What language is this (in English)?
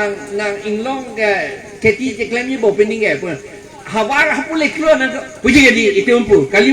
Karbi